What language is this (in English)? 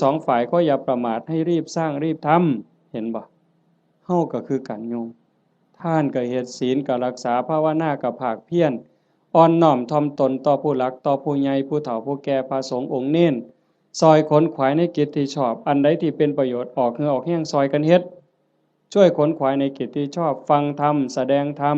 Northeastern Thai